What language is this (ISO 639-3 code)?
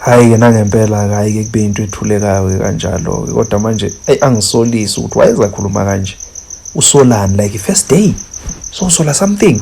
zul